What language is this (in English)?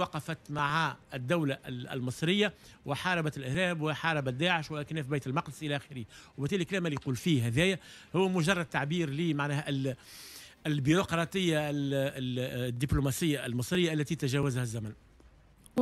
Tunisian Arabic